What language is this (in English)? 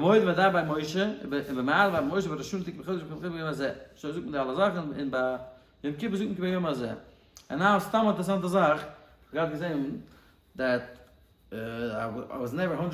Yiddish